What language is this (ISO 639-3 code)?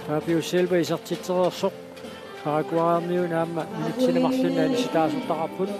kal